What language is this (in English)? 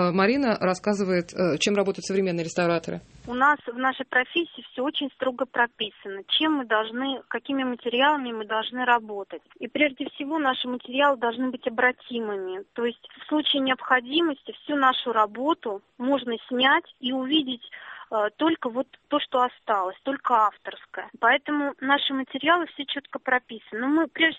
Russian